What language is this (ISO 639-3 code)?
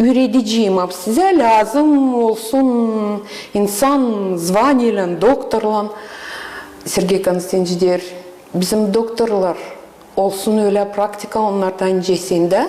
gag